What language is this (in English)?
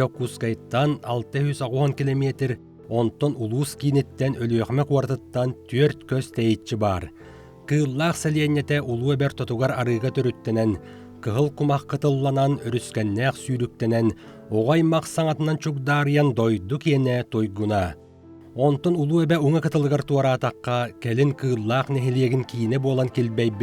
Yakut